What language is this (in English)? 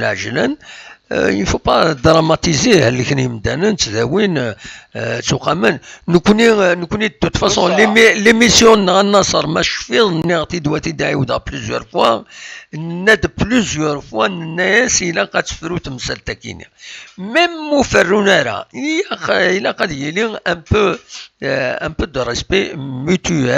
Kabyle